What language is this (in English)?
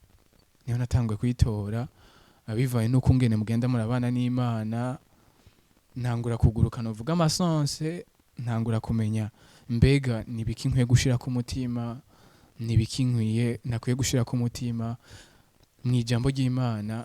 Rundi